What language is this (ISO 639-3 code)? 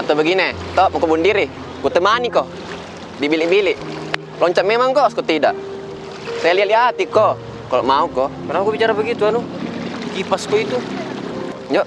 mfp